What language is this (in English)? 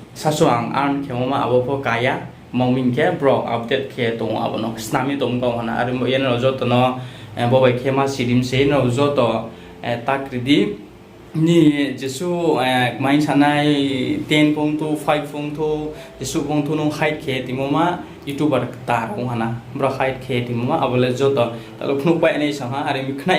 Riang (India)